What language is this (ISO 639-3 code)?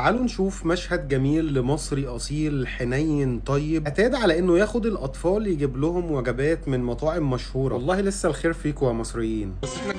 arz